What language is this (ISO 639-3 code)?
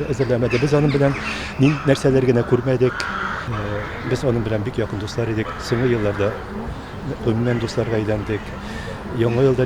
tat